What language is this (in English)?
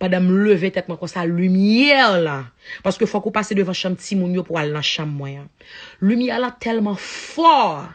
Haitian Creole